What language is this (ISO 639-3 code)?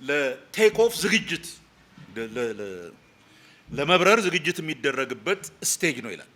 amh